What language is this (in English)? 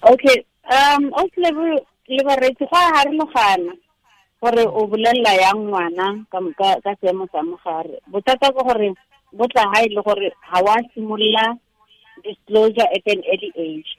Tswana